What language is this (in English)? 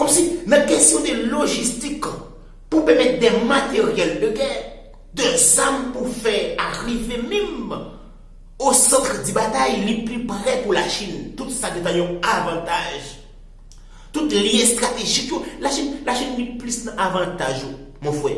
Haitian Creole